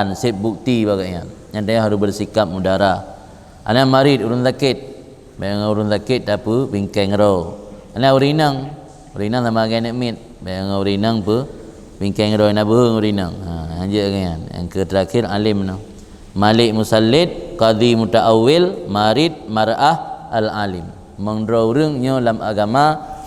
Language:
Achinese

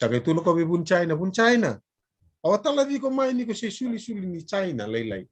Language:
Fijian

